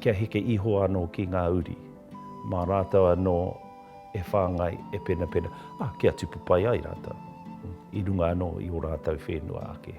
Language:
Māori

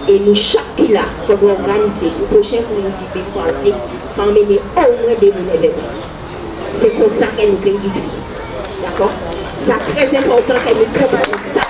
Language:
Guadeloupean Creole French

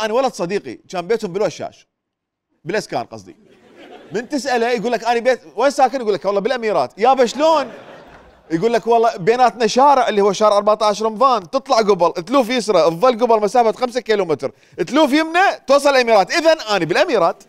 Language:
Mesopotamian Arabic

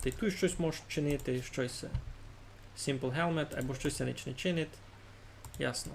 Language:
Rusyn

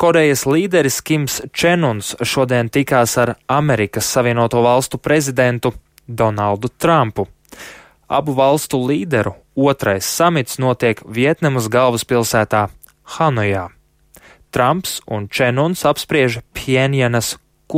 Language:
Latvian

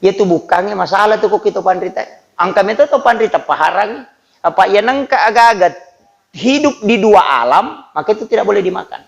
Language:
Buginese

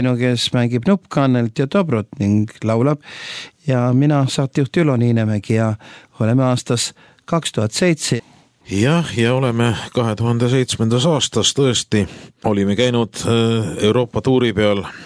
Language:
Estonian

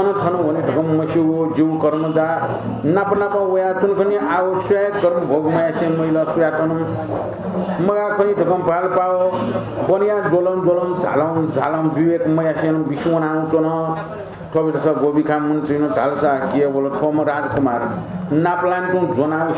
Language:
Newari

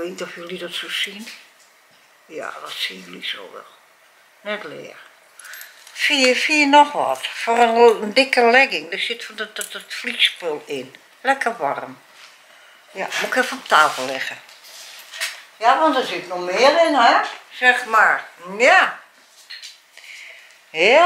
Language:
Dutch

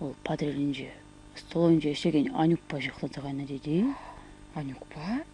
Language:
Chuvash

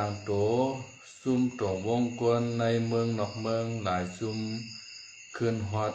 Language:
Shan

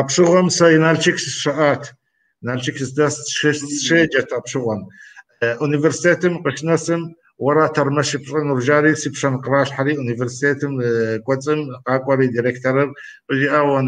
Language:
Kabardian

